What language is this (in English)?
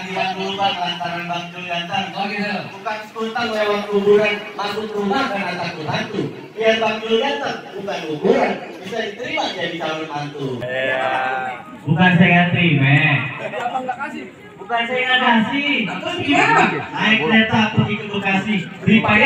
Betawi